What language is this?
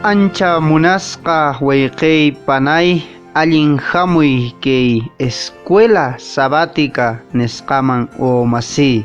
Quechua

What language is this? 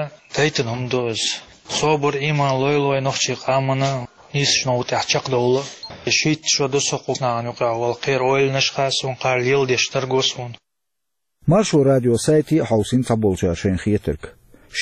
Chechen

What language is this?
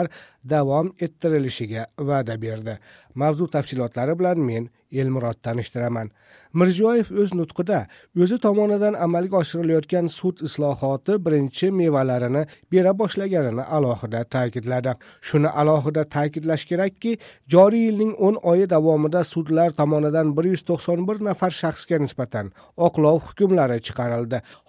Kyrgyz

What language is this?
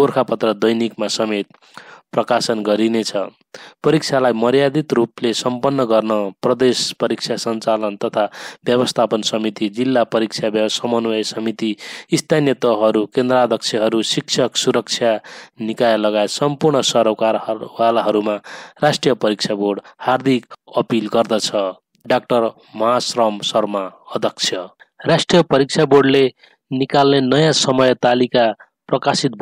Nepali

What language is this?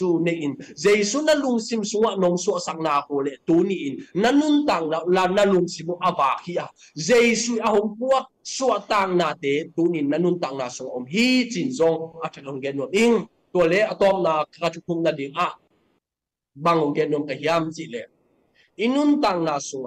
Tedim Chin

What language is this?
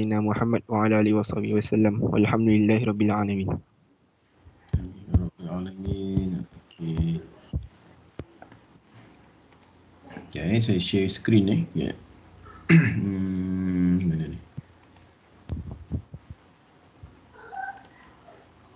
Malay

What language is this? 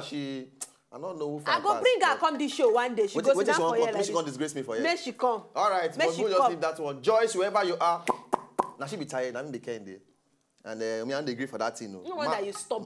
Nigerian Pidgin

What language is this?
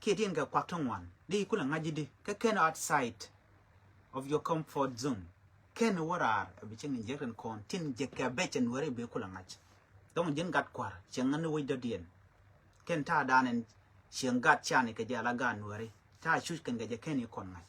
Nuer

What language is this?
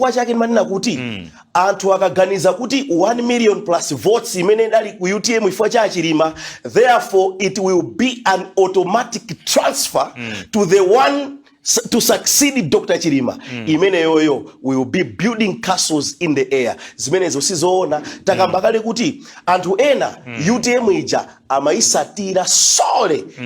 Nyanja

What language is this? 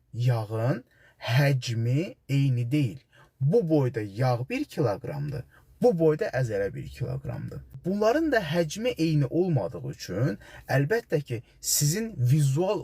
Azerbaijani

